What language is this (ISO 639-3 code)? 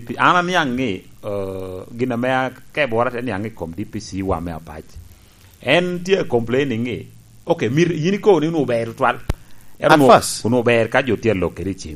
laj